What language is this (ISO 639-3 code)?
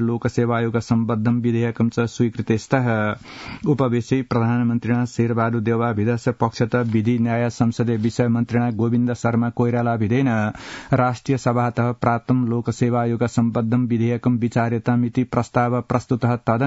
san